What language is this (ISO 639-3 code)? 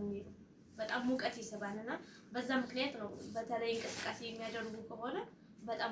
amh